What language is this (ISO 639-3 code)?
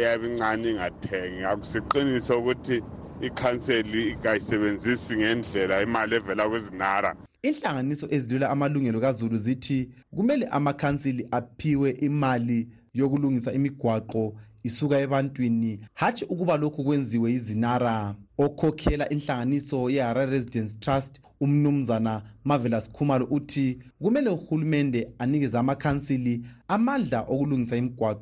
nde